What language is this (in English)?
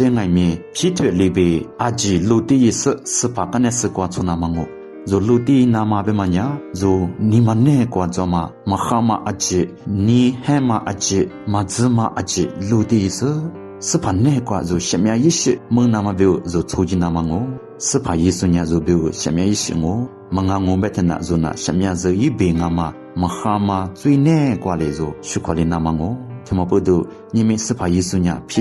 Lisu